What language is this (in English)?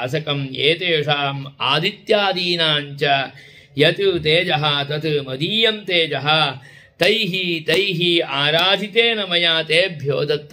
Sanskrit